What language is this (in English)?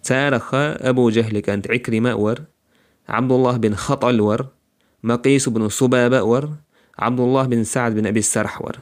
Chechen